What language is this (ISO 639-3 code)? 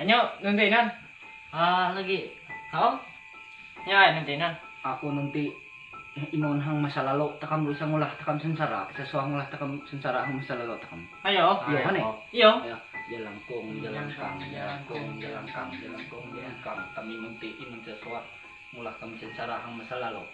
mhy